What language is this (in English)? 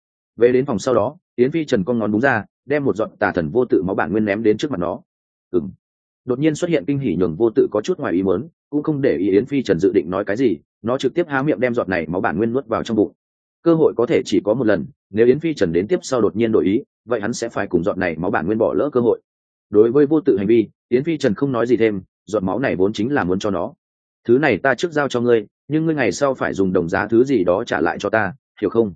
Vietnamese